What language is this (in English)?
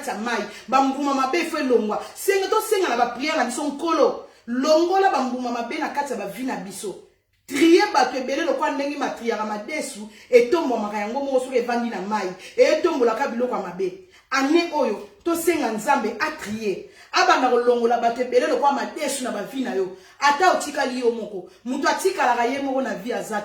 Lingala